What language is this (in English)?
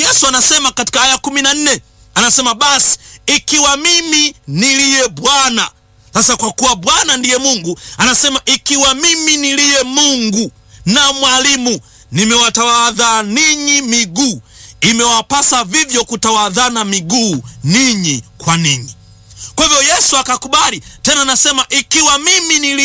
Swahili